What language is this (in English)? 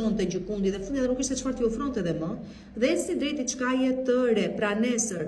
Albanian